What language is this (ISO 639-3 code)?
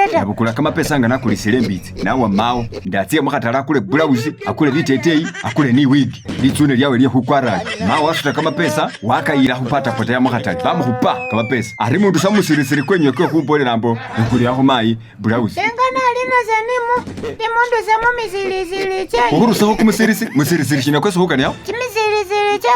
myx